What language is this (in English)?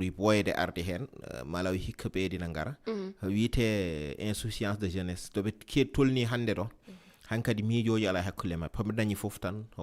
Fula